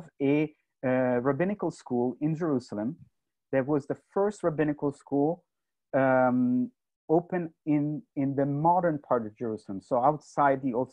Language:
English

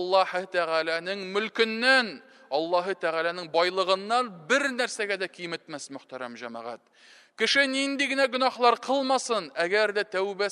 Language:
Tatar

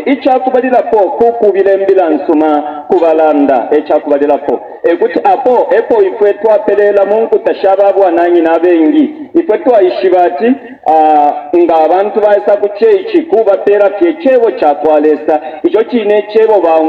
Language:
Bemba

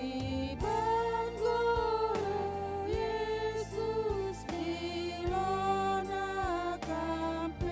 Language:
Batak Karo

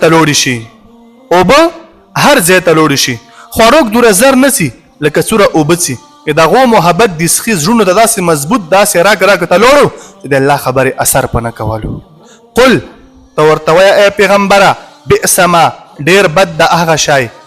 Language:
Pashto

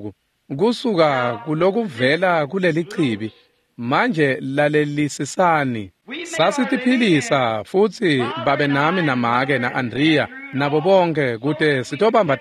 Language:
Swati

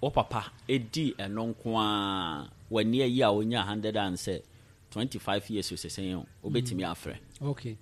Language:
Akan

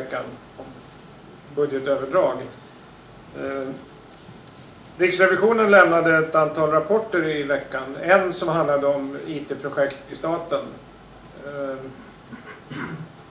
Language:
Swedish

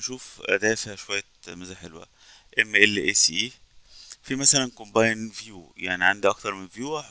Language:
Egyptian Arabic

